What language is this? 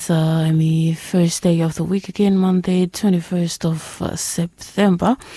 Bislama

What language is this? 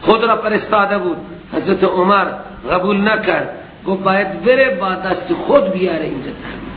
Persian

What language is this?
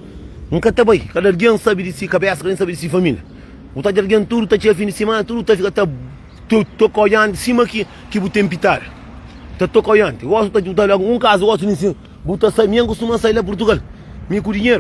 Kabuverdianu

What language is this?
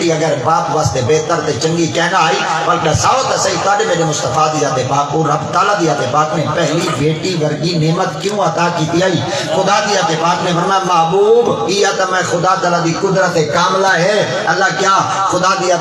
Saraiki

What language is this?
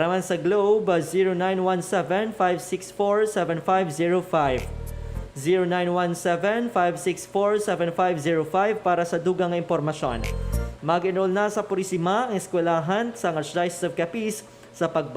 Hiligaynon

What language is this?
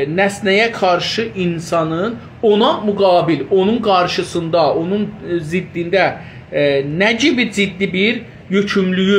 South Azerbaijani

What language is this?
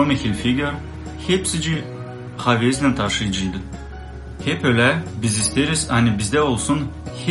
Gagauz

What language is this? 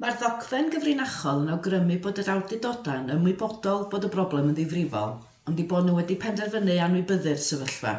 Welsh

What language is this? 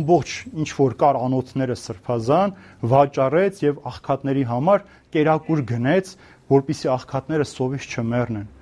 Armenian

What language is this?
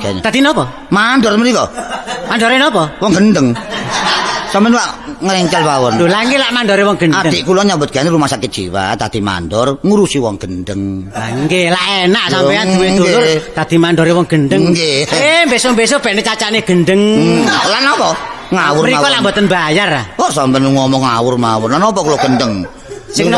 Javanese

